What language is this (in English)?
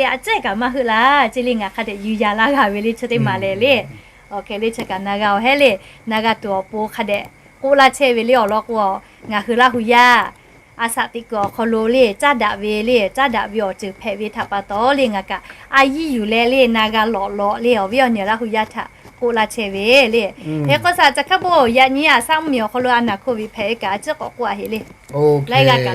Lahu